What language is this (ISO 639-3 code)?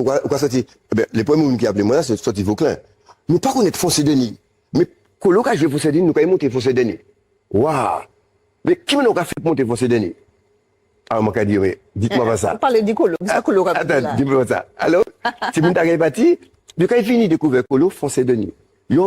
gcf